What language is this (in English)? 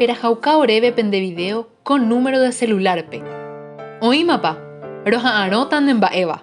Guarani